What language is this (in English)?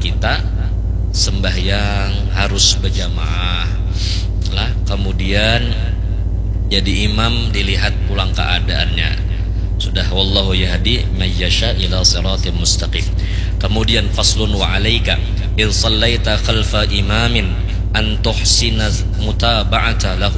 Banjar